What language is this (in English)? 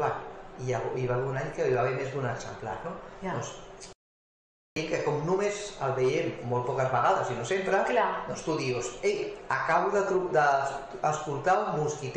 Catalan